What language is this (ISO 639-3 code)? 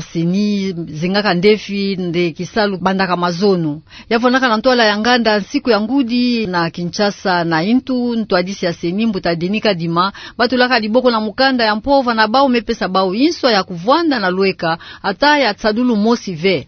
ktu